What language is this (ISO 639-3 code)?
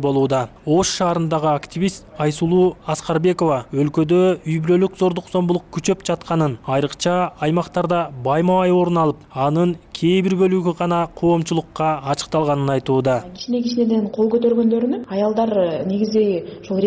kir